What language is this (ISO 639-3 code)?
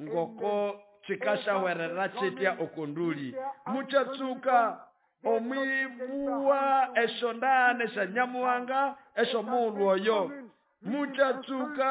nnb